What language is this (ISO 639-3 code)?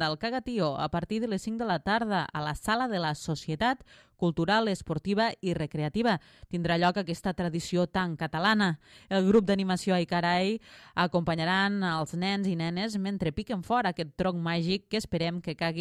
cat